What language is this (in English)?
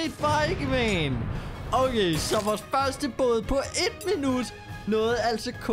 Danish